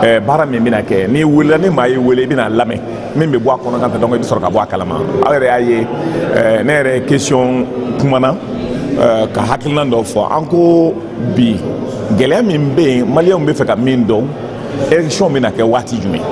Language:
Bambara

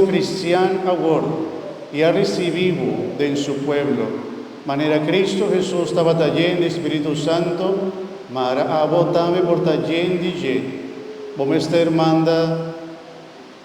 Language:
Papiamento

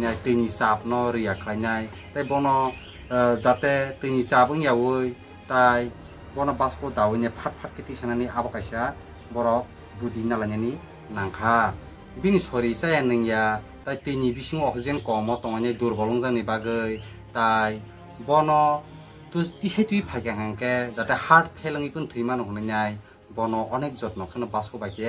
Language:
Kok Borok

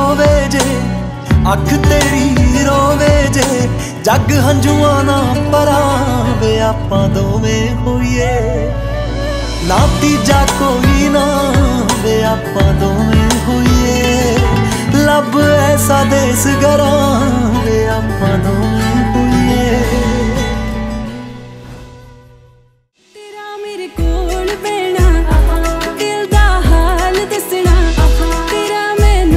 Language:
Punjabi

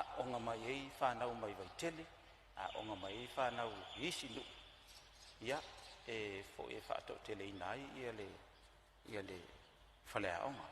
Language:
Samoan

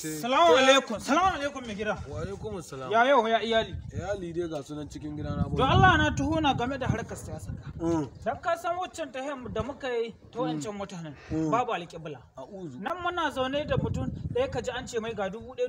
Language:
Hausa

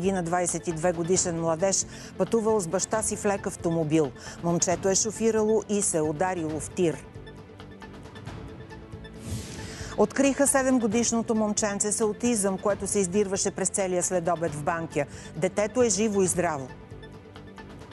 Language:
Bulgarian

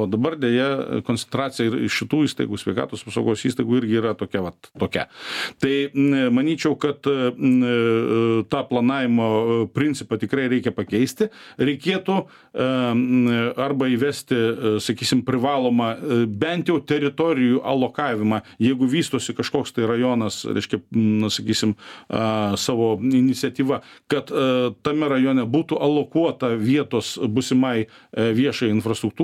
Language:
Lithuanian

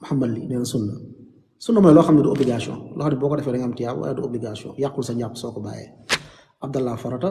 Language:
Wolof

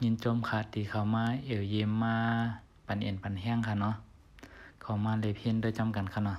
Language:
Shan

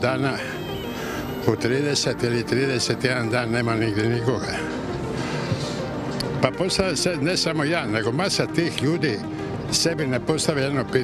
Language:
Croatian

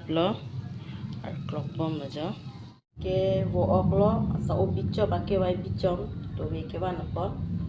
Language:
Karbi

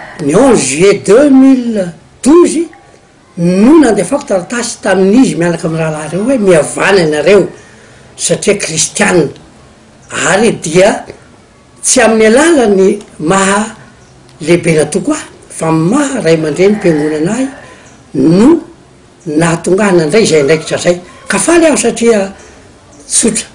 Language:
Malagasy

